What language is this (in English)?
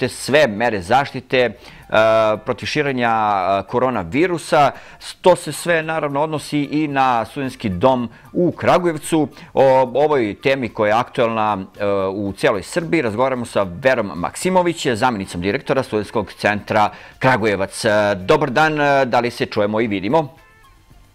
Serbian